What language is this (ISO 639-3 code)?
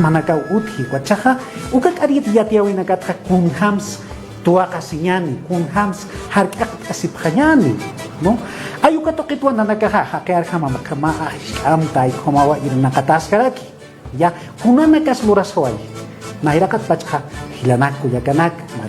aym